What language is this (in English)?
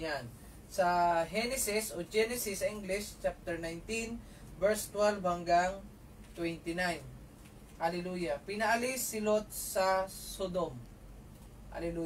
Filipino